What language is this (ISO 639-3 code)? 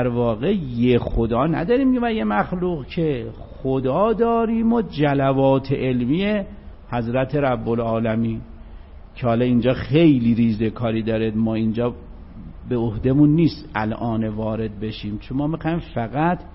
fas